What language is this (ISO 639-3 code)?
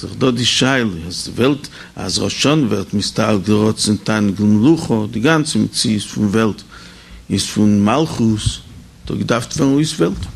yid